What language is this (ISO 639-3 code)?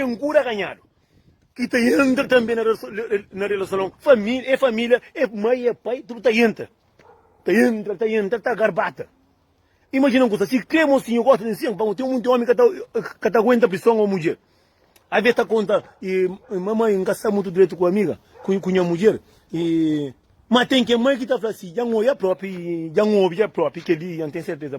kea